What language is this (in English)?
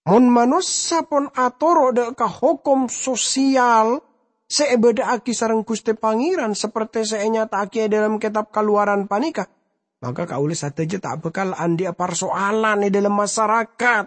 Madurese